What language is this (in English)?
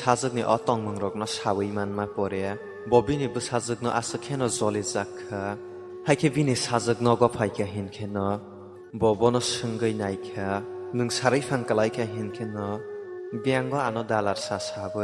Kok Borok